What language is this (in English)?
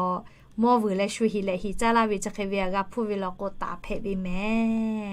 Lahu